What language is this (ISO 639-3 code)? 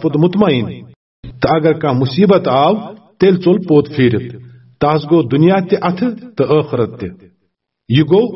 kas